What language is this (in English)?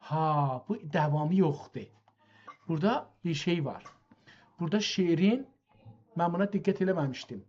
South Azerbaijani